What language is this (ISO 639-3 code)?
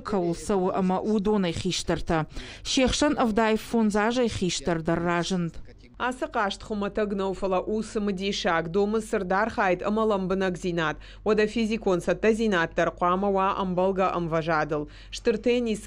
oss